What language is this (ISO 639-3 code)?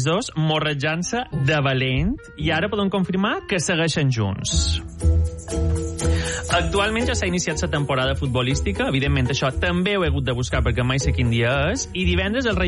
cat